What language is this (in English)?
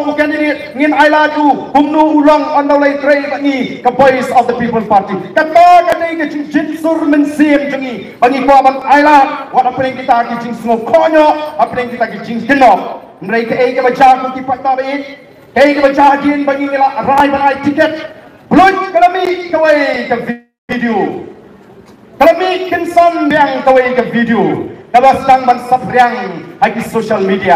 Khasi